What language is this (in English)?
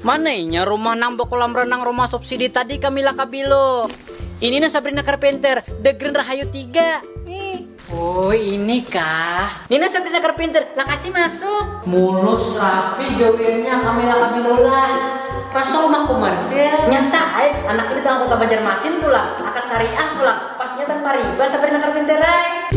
Banjar